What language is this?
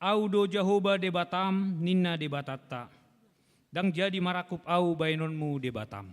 Batak Toba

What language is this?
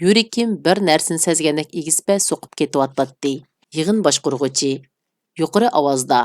Uyghur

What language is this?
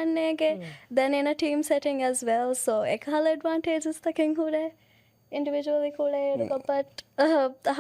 Divehi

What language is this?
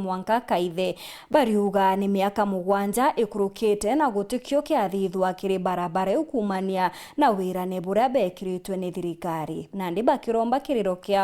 Meru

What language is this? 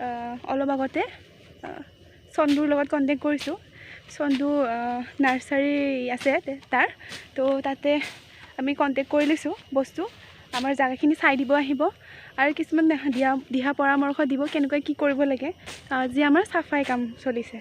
Assamese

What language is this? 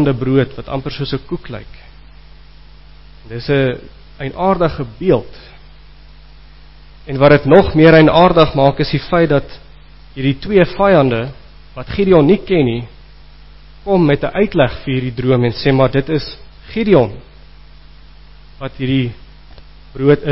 Afrikaans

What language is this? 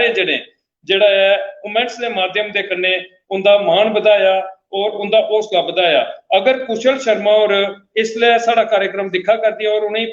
Dogri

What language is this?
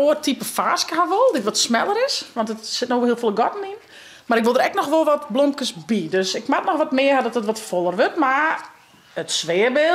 Western Frisian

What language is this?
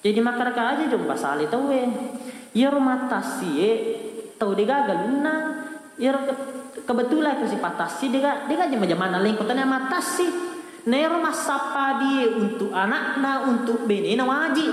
Buginese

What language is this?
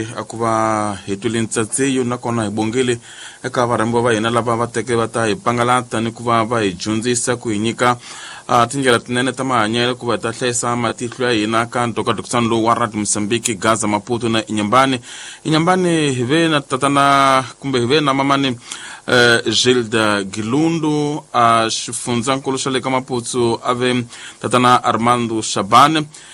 Tsonga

